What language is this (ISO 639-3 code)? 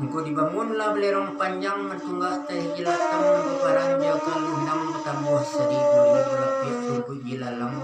min